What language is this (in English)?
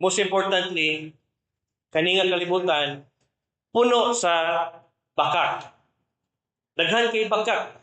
Cebuano